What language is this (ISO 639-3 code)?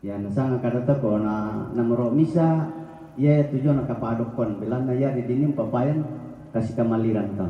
sda